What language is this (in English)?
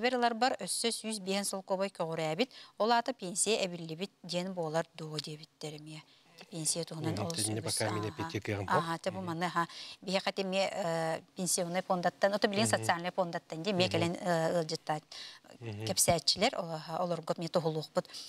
Yakut